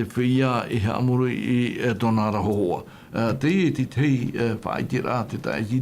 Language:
Tahitian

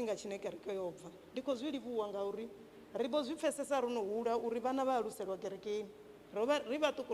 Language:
Venda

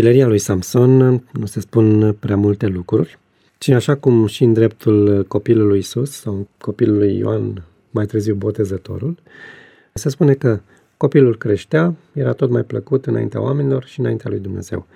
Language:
Romanian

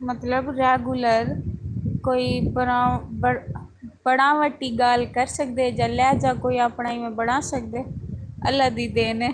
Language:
Saraiki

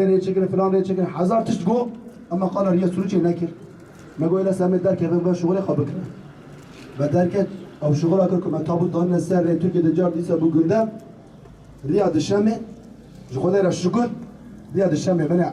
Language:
Kurdish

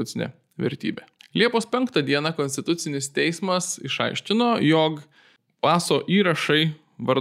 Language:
Lithuanian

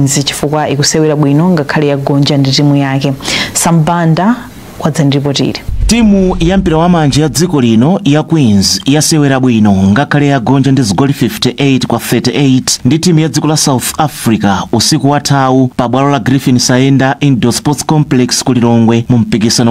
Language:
Nyanja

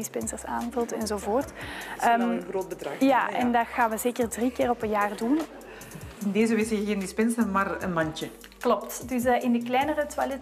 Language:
Dutch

